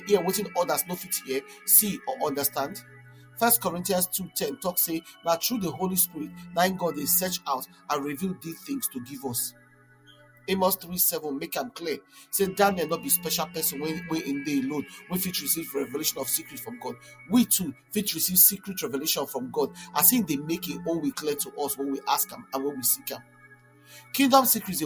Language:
Nigerian Pidgin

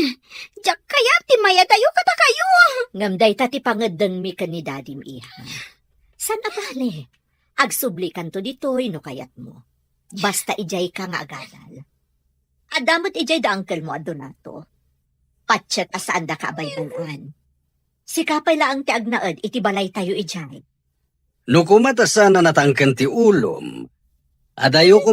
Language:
Iloko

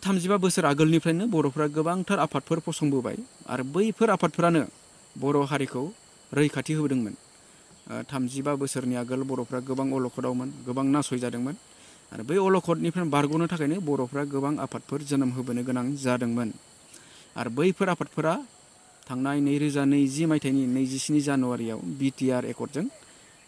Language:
Bodo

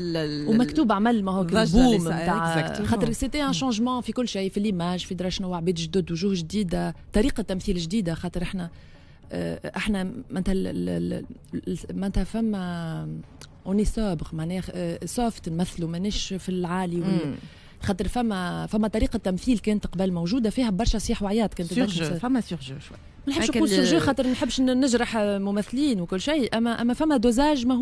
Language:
Tunisian Arabic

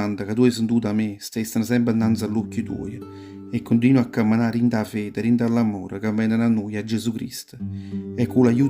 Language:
Neapolitan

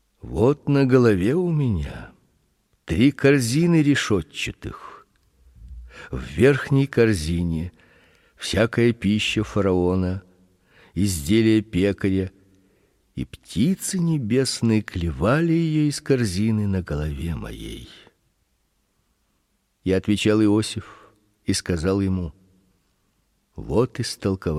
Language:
Russian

